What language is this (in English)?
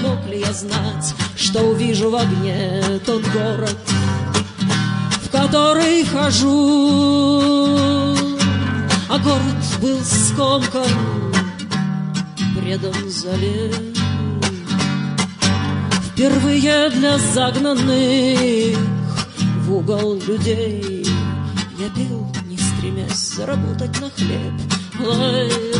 Russian